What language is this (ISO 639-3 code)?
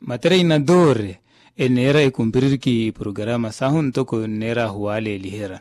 vmw